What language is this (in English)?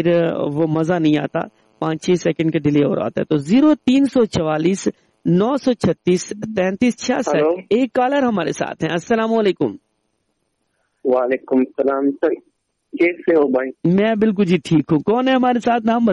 Urdu